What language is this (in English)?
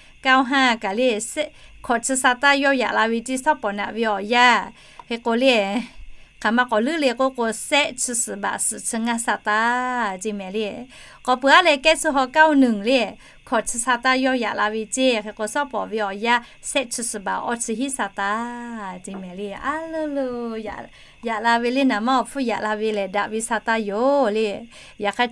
Lahu